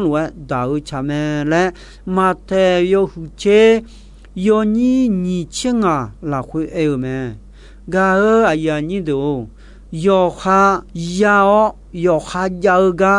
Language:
Akha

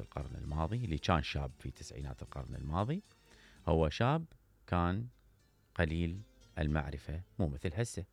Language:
Mesopotamian Arabic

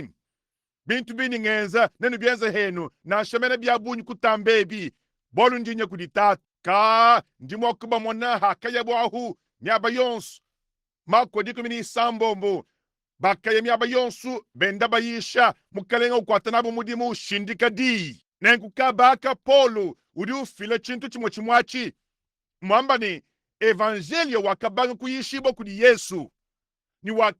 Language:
Luba-Lulua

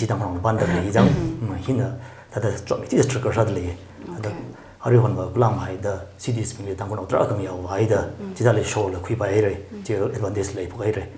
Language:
Tangkhul Naga (India)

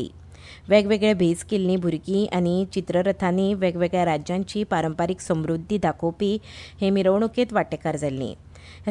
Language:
Konkani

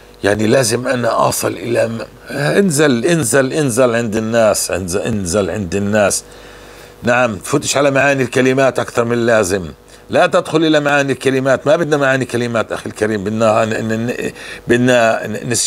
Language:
North Levantine Arabic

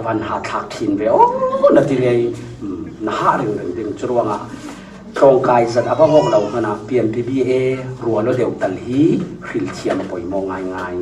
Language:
Falam Chin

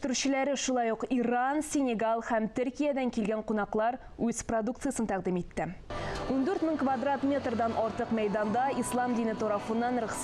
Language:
Tatar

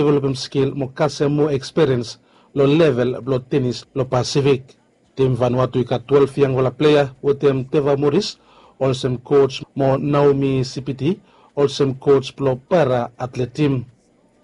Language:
Bislama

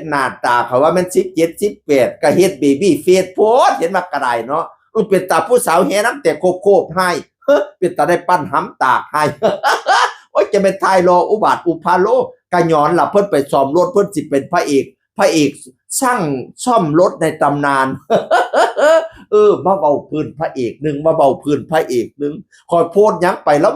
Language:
Northeastern Thai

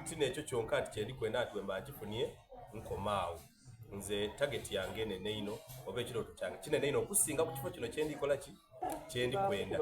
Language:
Soga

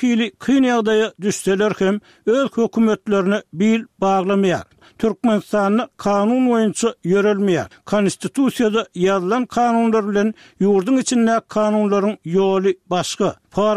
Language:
Turkmen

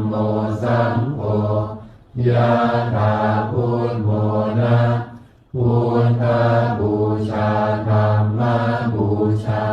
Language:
Pali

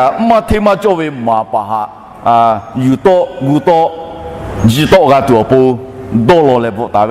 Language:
Lahu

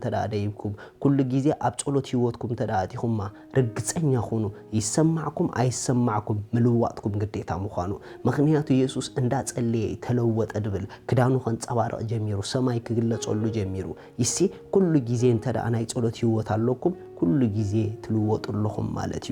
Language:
Tigrinya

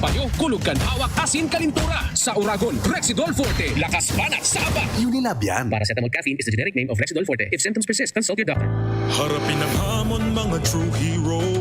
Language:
Bikol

